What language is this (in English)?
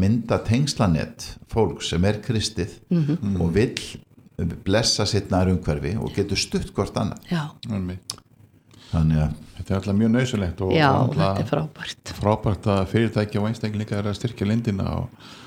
Icelandic